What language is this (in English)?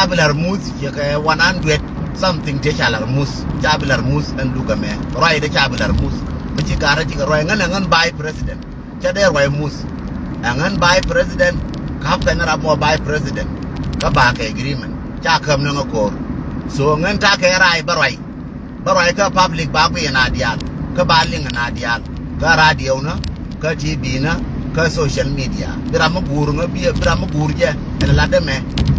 Nuer